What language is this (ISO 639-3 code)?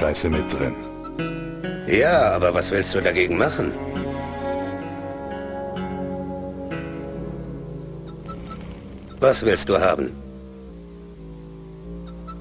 deu